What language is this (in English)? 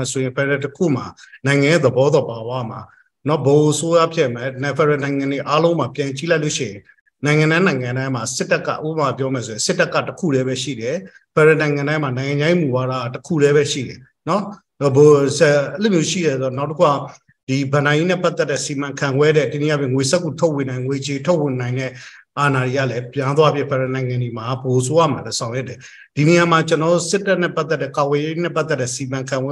Burmese